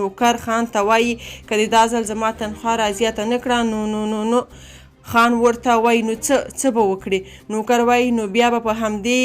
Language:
Pashto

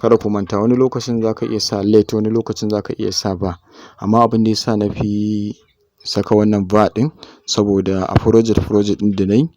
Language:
Hausa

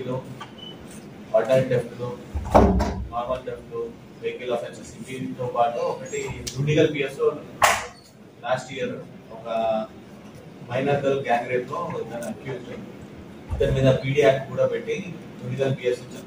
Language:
Telugu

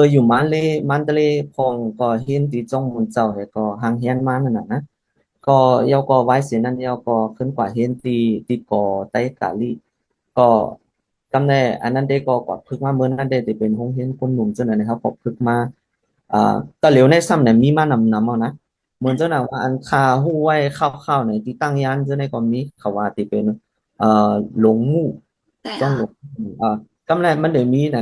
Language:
Shan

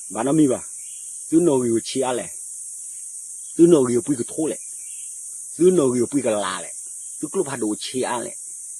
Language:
S'gaw Karen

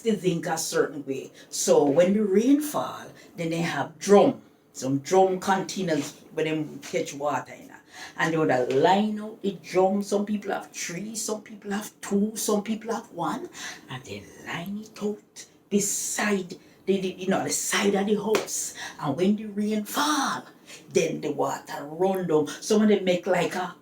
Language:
Jamaican Creole English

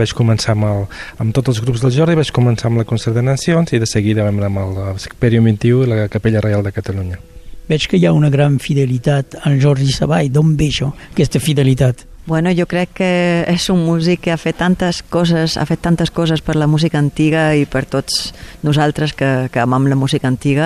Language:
Catalan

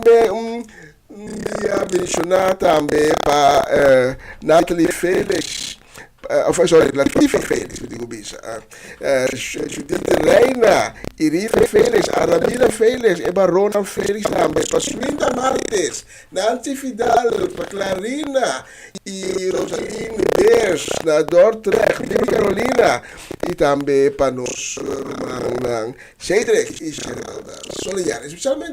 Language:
Papiamento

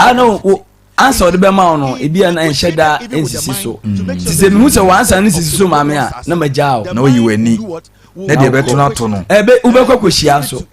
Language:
Akan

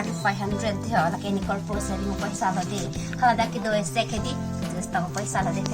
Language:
Karbi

